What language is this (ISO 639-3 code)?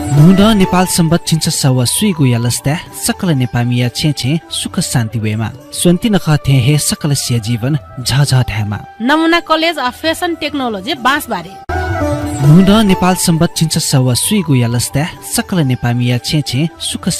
new